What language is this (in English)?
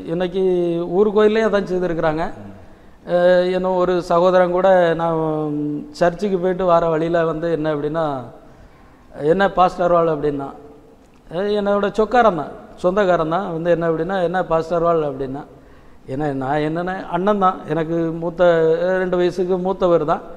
Tamil